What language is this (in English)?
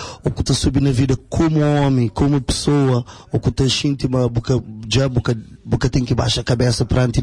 Kabuverdianu